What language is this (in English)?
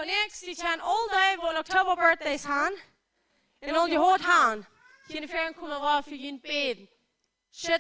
Plautdietsch